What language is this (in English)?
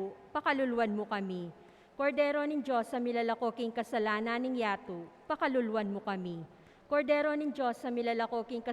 Pampanga